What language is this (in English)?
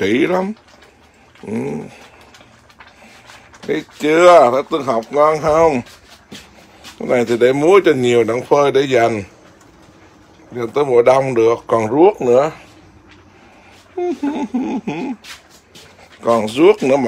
Vietnamese